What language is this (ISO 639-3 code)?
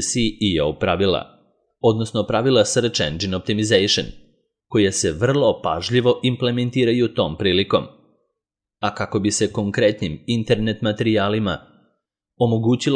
srp